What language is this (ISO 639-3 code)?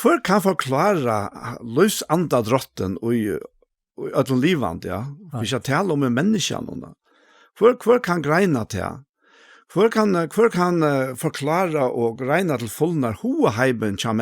fao